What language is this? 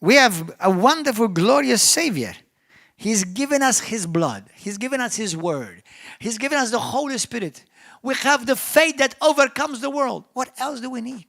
English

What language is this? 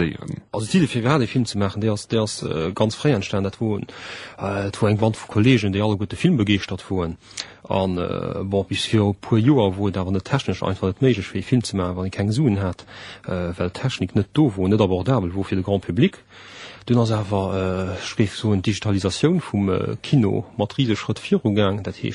Luxembourgish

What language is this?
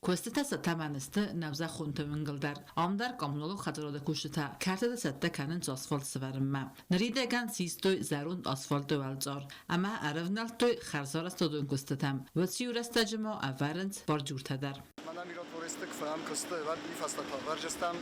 Ossetic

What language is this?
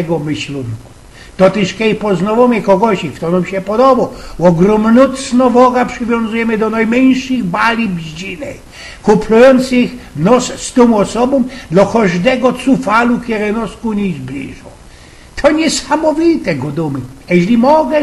Silesian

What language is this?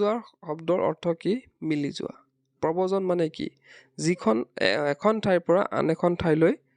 Assamese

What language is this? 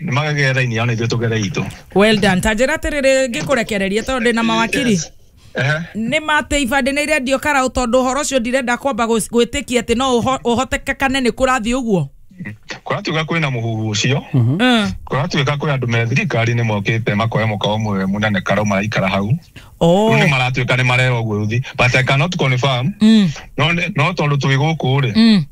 Kikuyu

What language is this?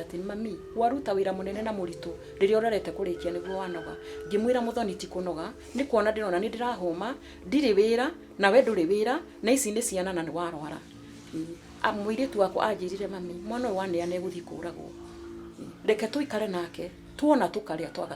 Kikuyu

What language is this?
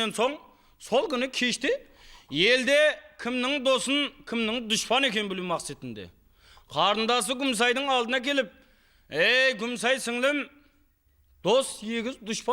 Kara-Kalpak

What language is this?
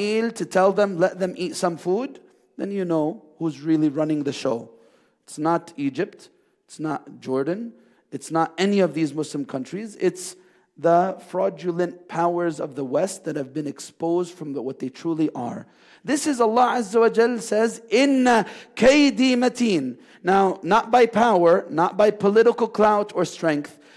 English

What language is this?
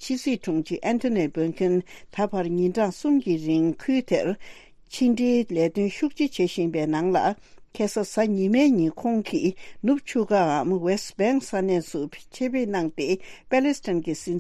Tibetan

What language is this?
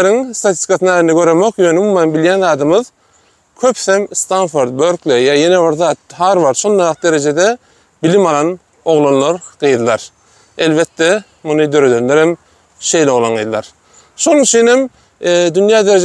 Turkmen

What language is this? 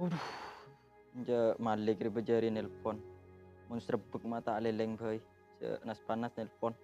Madurese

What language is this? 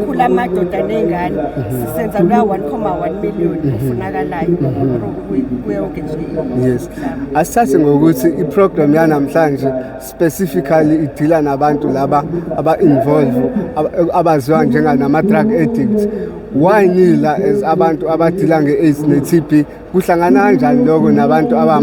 Zulu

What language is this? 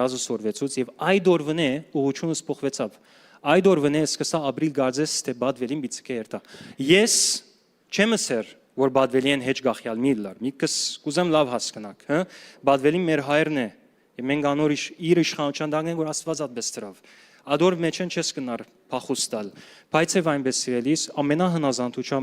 Western Armenian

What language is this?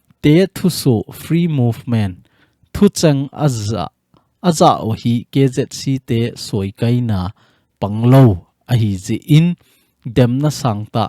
Thado Chin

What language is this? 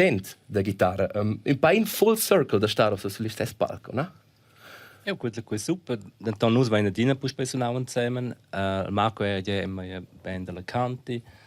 Romansh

